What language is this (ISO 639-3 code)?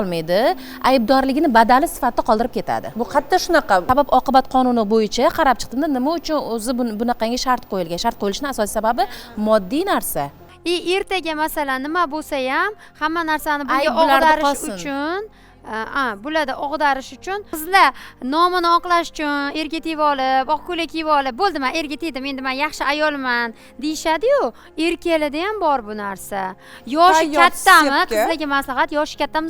uzb